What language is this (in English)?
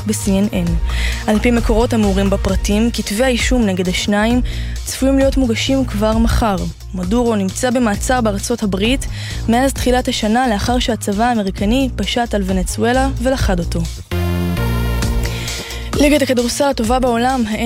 Hebrew